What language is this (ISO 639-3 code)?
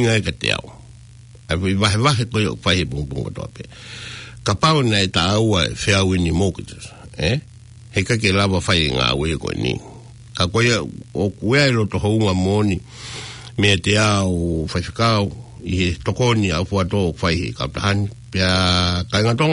ton